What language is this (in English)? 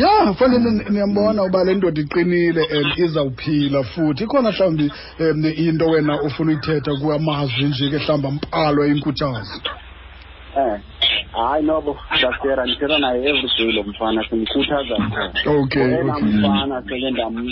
Xhosa